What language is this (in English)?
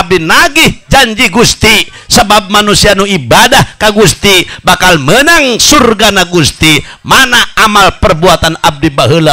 Sundanese